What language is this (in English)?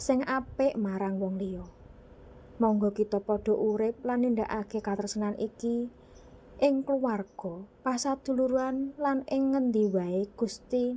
Javanese